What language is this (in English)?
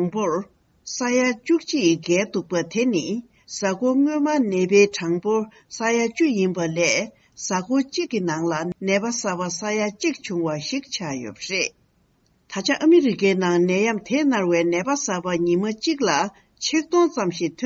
Tibetan